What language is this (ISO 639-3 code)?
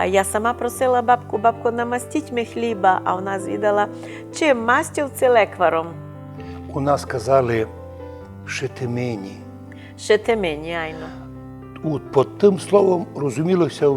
rue